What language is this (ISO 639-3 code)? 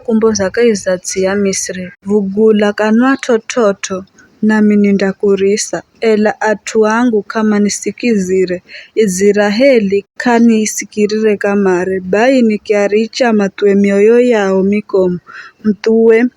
nyf